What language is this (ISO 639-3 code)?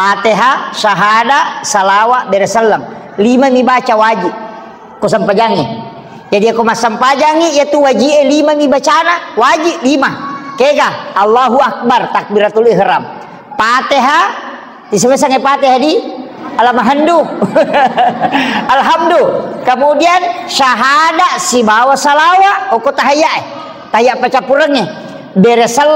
bug